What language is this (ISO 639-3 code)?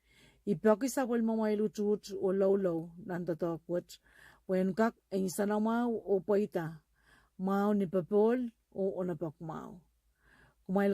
pon